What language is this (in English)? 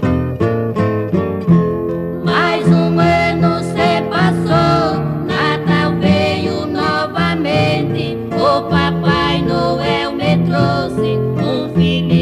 Portuguese